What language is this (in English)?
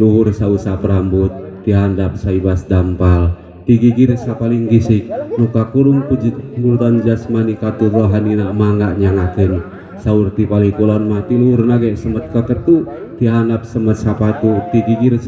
Sundanese